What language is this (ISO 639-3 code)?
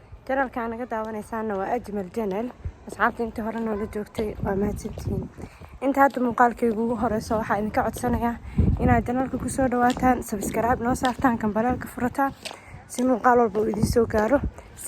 som